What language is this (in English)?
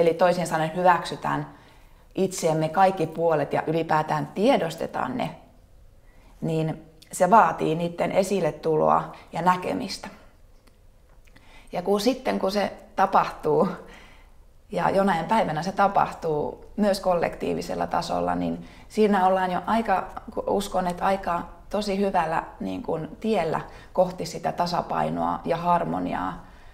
Finnish